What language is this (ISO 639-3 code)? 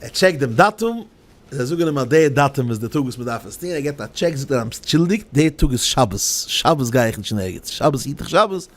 yid